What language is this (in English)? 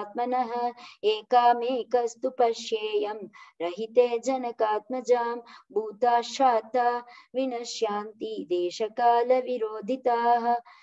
Sanskrit